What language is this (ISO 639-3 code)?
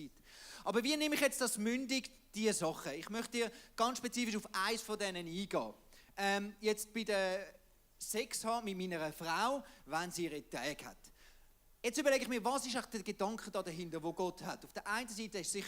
gsw